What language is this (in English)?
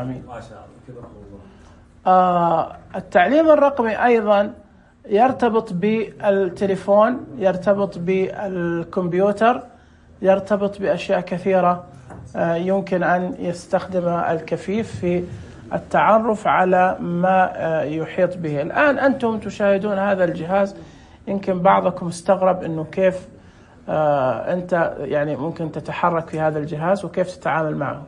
Najdi Arabic